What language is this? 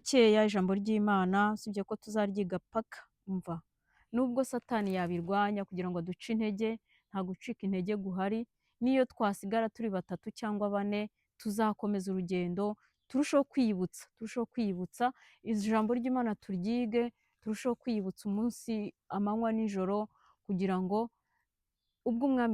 Kinyarwanda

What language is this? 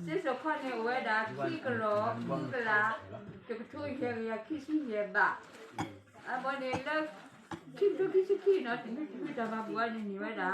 S'gaw Karen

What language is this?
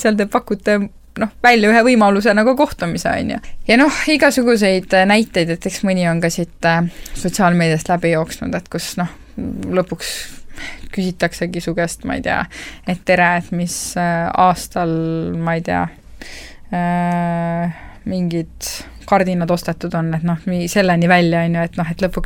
Estonian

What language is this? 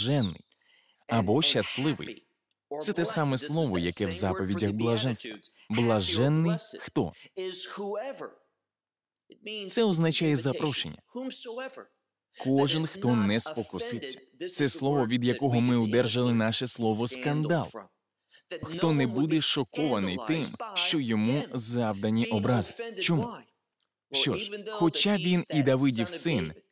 Ukrainian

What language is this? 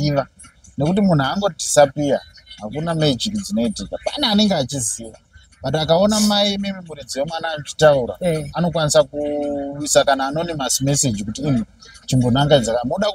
Shona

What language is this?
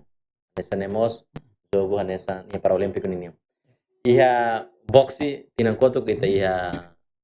Tetum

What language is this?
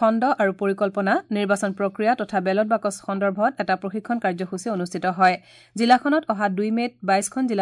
Assamese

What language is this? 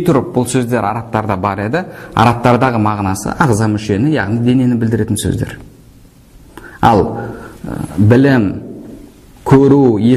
Kazakh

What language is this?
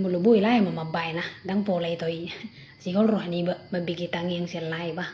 Batak Toba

